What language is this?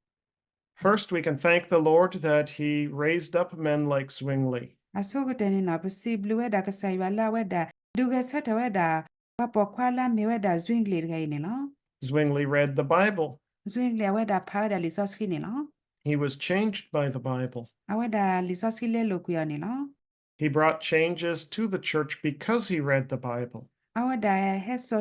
S'gaw Karen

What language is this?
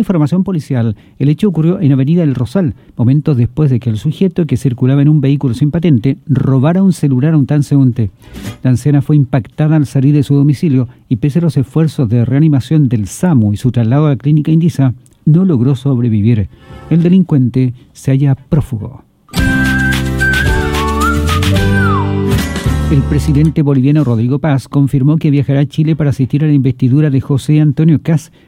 Spanish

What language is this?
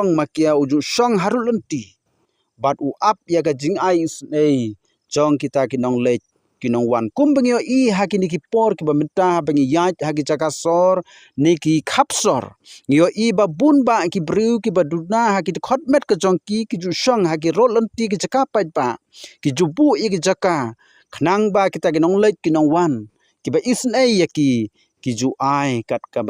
Khasi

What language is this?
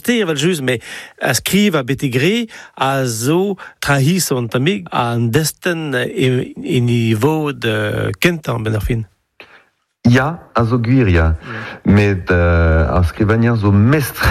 Breton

